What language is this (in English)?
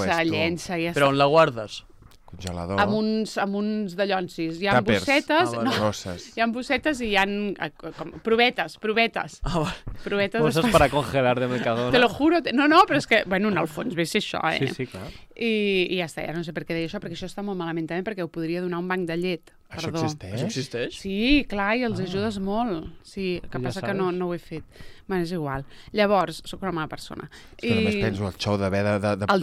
Catalan